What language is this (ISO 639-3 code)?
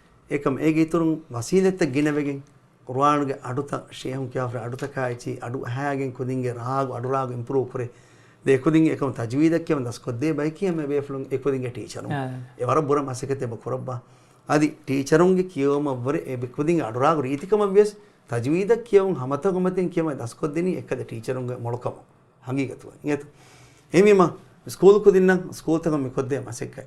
div